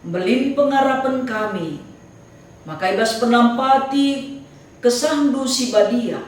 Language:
Batak Karo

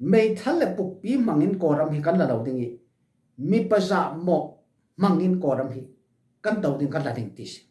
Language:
Falam Chin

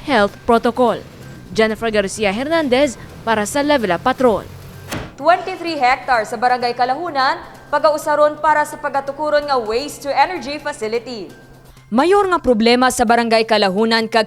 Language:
Hiligaynon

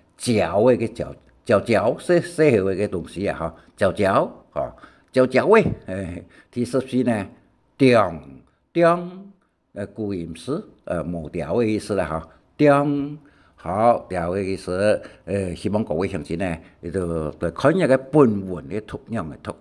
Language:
Hakka Chinese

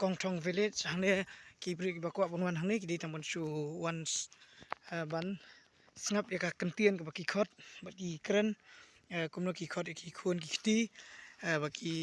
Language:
Khasi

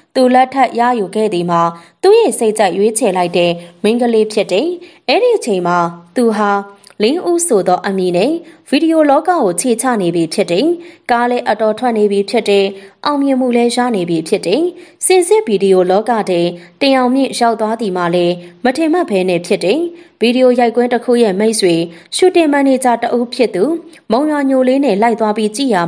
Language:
Burmese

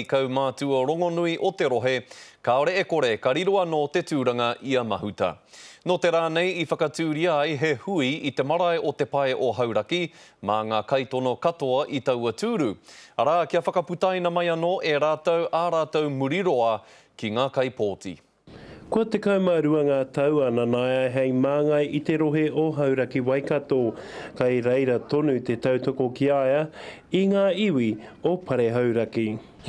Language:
Māori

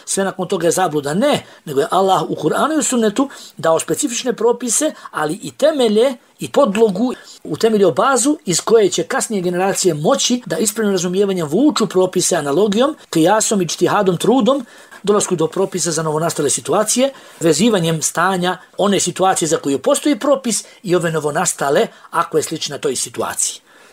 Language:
Bosnian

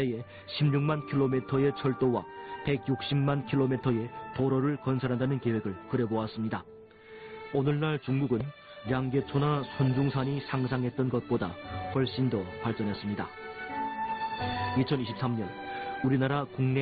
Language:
Korean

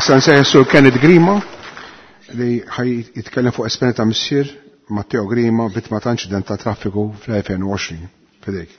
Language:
Maltese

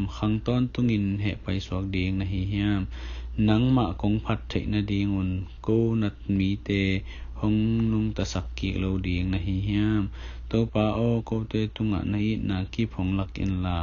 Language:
Tedim Chin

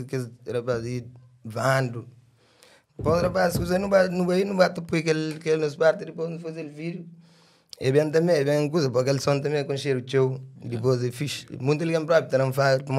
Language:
Kabuverdianu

